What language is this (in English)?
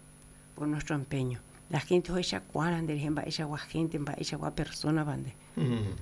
Guarani